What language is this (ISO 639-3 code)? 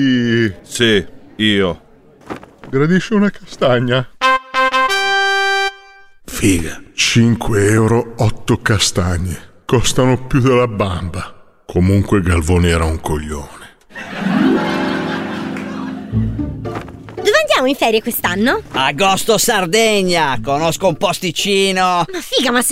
ita